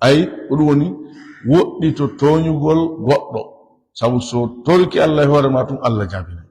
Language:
Fula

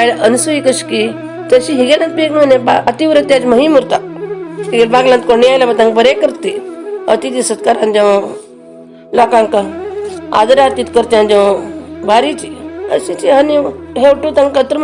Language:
Konkani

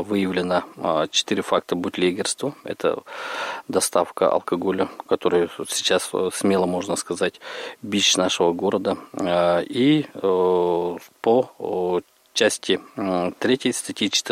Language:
Russian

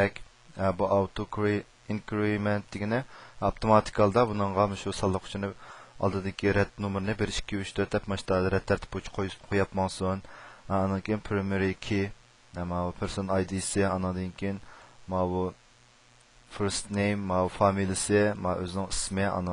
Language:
Uyghur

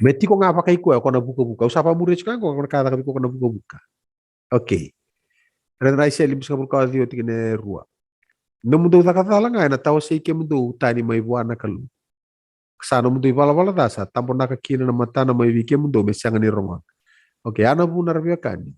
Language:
Fijian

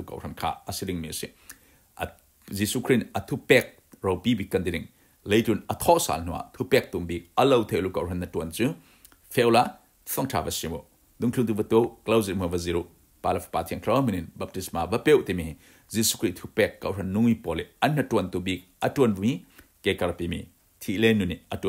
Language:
Falam Chin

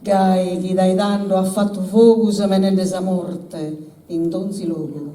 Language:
Sardinian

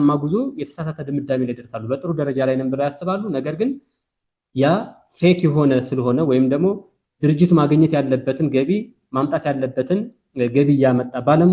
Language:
Amharic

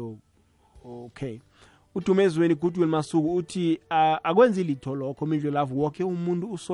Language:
South Ndebele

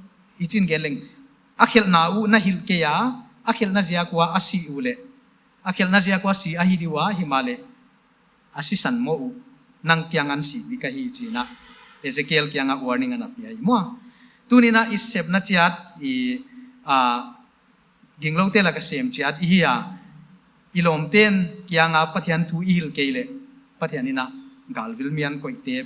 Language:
Paite Chin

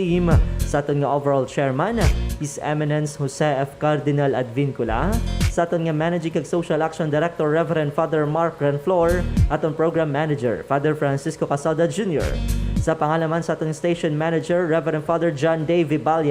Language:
Hiligaynon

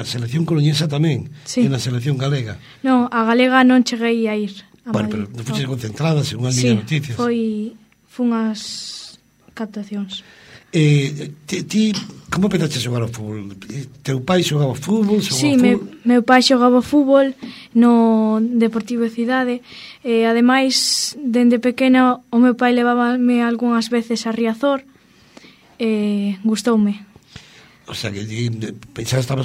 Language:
Galician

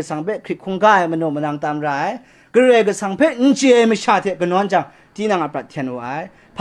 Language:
Kachin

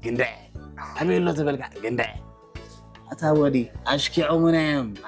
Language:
Tigrinya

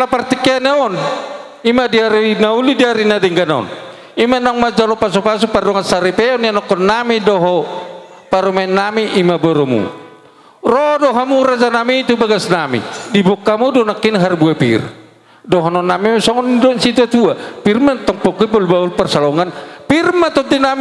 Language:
Batak Toba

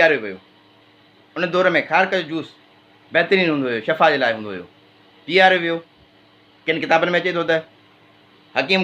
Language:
Sindhi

